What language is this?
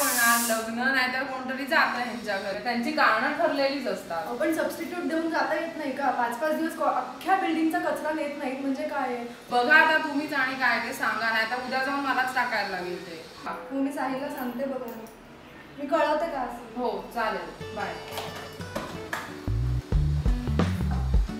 Marathi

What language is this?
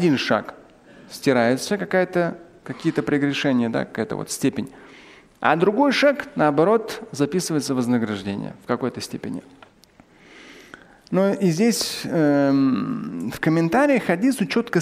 Russian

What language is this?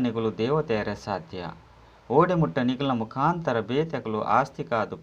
Tulu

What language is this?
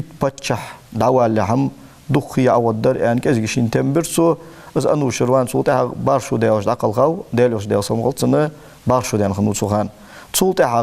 Ingush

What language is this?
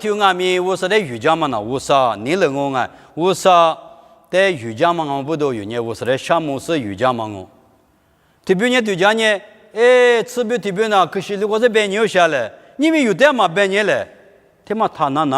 Lisu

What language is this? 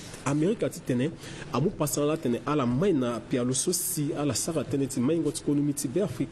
Sango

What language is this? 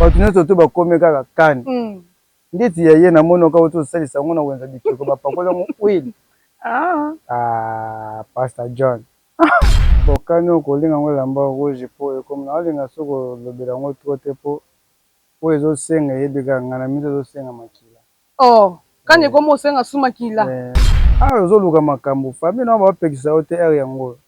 Lingala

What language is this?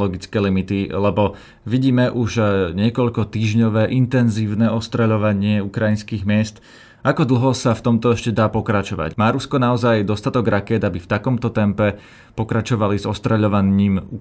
Slovak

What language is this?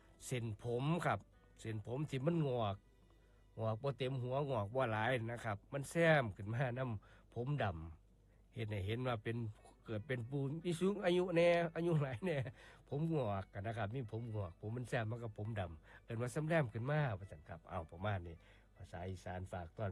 Northeastern Thai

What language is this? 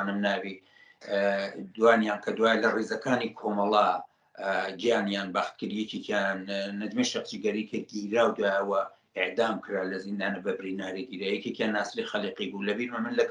Central Kurdish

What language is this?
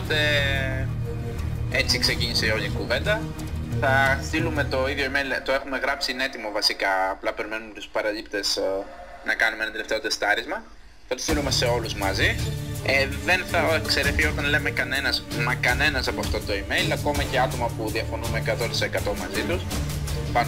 Greek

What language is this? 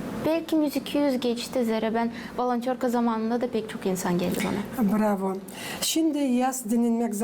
Gagauz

